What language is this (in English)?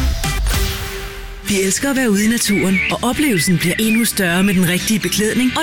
Danish